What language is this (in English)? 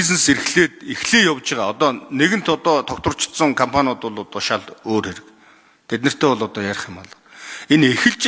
Mongolian